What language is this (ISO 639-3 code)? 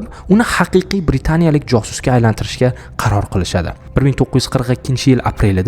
uzb